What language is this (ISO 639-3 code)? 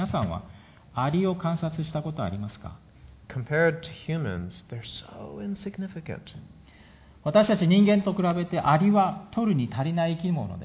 jpn